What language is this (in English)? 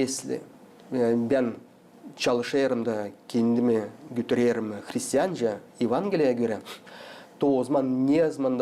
Gagauz